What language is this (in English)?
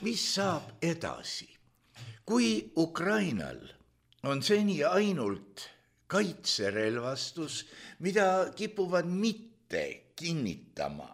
Estonian